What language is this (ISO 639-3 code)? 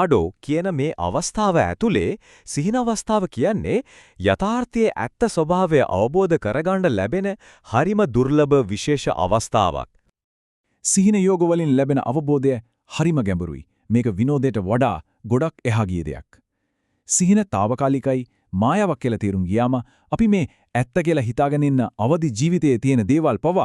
sin